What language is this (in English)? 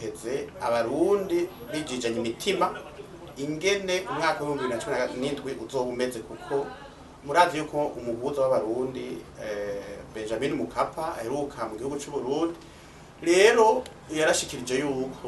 Rundi